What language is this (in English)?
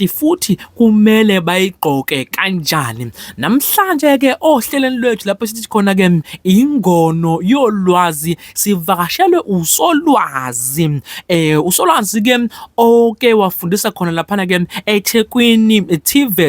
Zulu